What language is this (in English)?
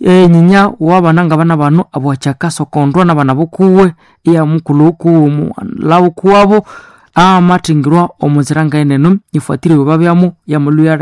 Nande